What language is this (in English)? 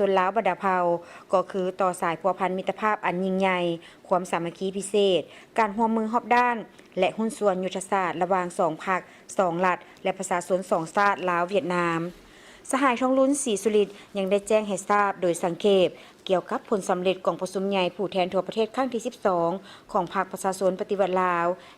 Lao